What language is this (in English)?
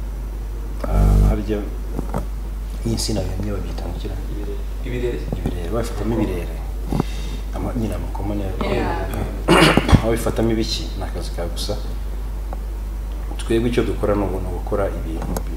Kinyarwanda